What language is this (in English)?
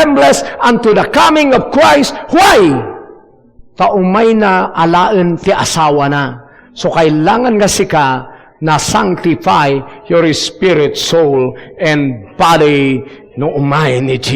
Iloko